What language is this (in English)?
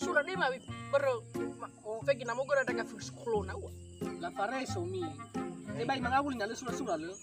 Nias